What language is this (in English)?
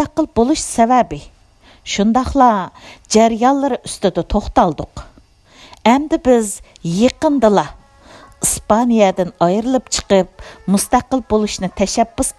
Uyghur